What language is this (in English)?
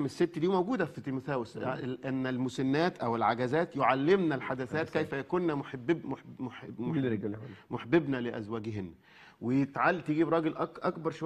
Egyptian Arabic